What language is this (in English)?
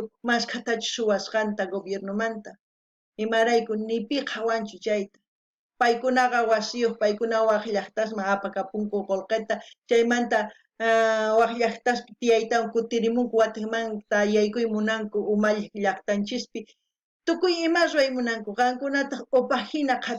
South Bolivian Quechua